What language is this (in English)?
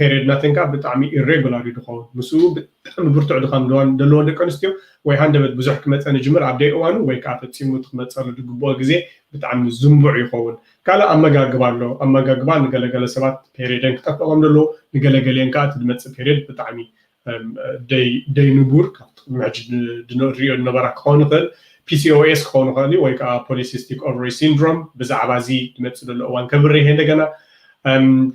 Tigrinya